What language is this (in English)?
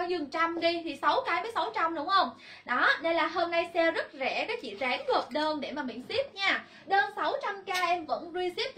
Vietnamese